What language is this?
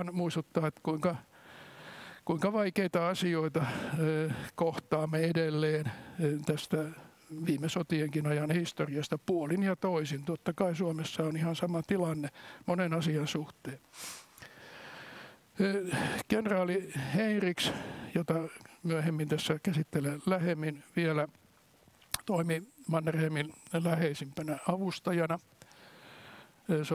Finnish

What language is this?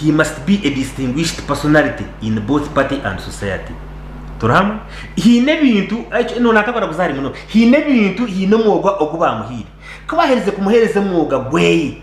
Nyankole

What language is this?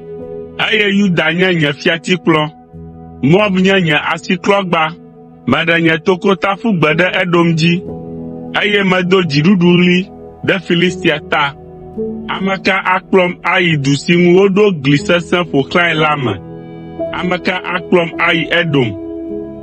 Ewe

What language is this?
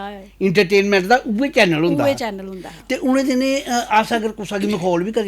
Dogri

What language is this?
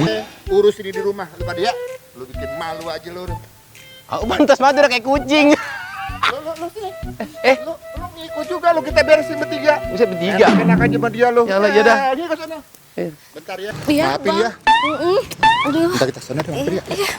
Betawi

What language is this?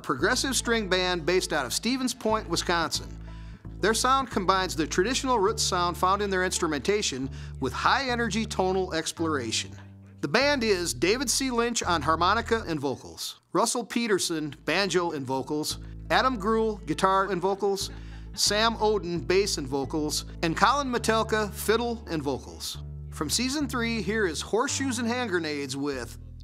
English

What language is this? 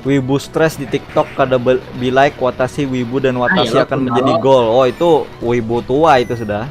Banjar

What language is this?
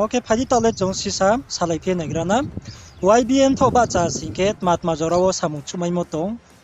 Riang (India)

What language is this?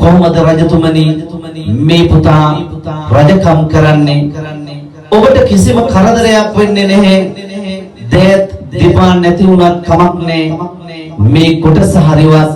Sinhala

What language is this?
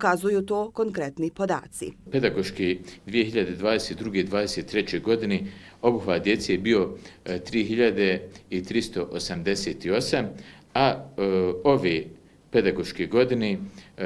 Bosnian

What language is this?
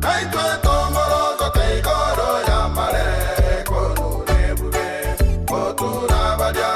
Gusii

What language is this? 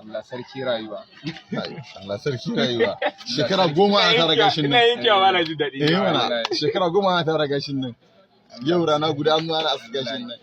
Hausa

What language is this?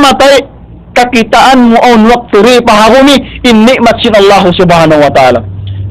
Tausug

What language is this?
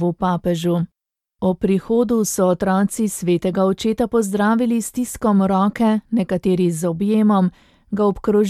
Slovenian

